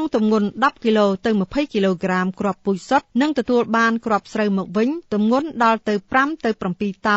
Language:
Khmer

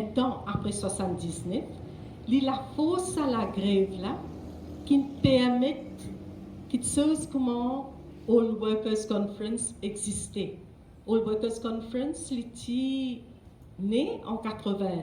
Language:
Morisyen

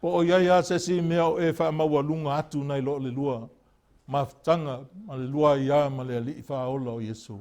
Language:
Samoan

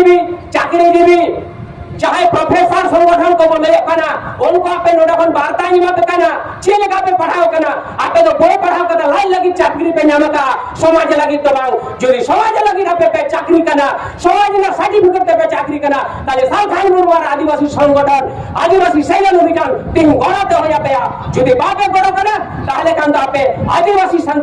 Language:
Santali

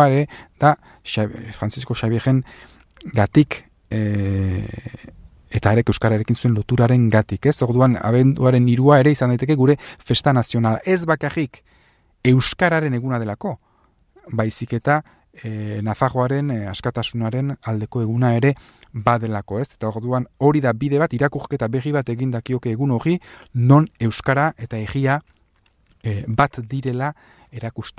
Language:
Basque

